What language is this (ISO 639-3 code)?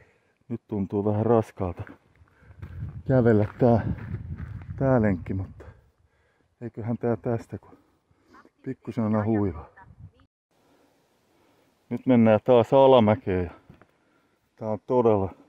fin